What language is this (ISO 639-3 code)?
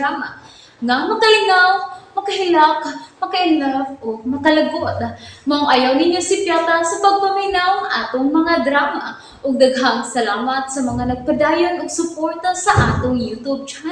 ceb